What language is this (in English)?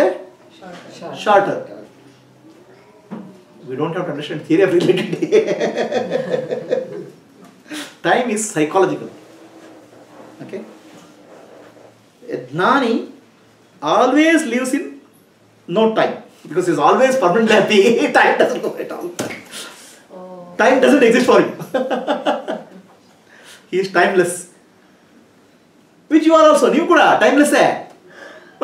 Kannada